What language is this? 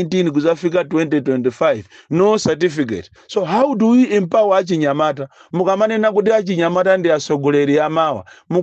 Nyanja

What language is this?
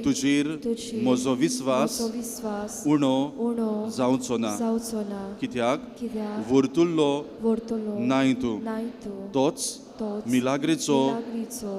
Konkani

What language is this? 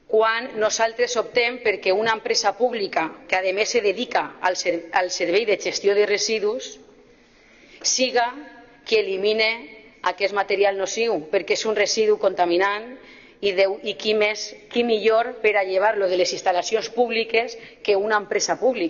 Catalan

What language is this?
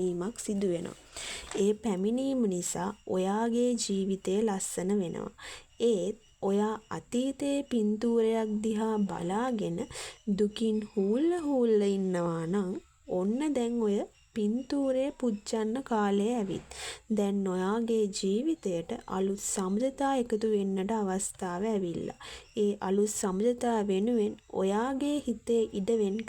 Sinhala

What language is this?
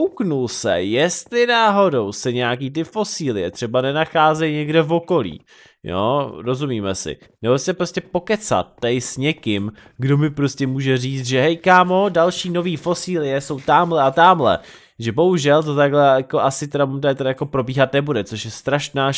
Czech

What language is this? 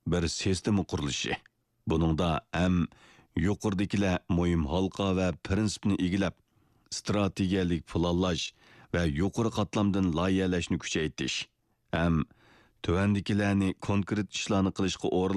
Uyghur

